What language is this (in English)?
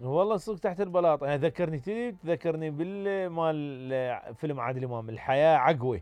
Mesopotamian Arabic